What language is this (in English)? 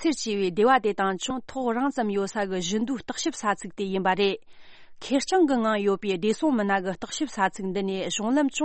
Tibetan